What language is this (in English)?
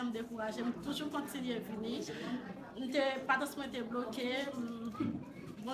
Haitian Creole